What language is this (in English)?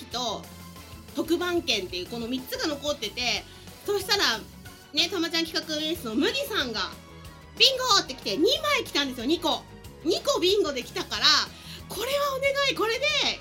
Japanese